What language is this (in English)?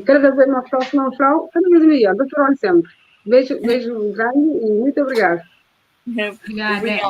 Kabuverdianu